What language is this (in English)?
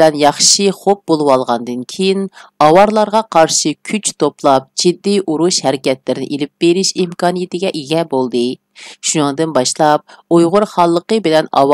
Uyghur